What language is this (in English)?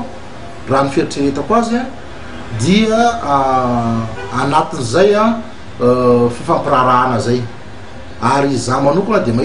Malagasy